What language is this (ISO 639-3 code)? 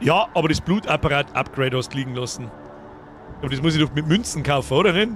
bar